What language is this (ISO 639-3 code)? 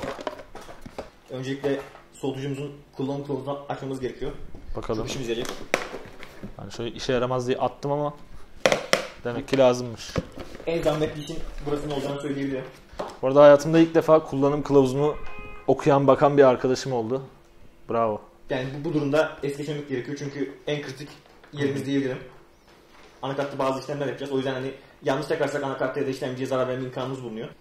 tur